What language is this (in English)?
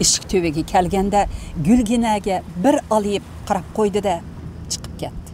Uyghur